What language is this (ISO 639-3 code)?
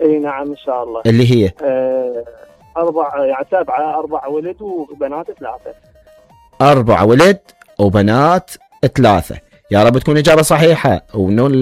acm